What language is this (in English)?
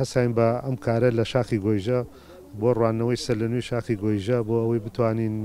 Central Kurdish